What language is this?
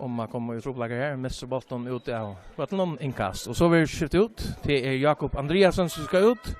Faroese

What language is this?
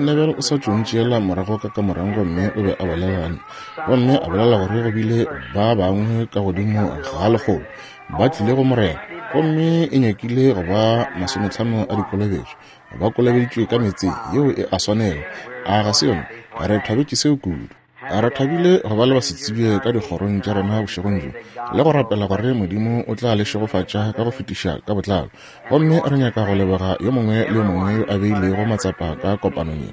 Northern Sotho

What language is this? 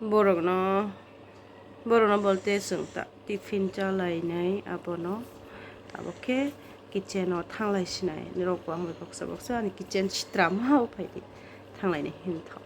Kok Borok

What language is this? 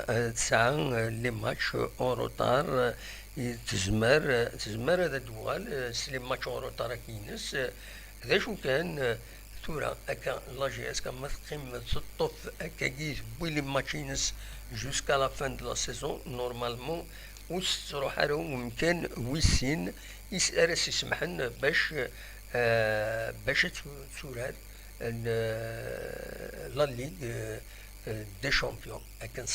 Kabyle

